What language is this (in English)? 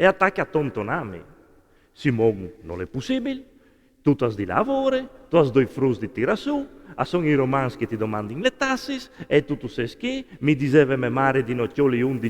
Friulian